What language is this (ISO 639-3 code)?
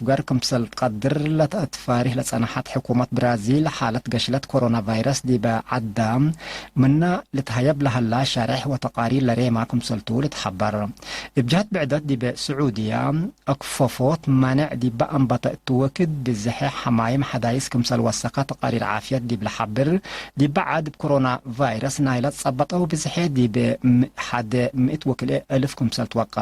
tig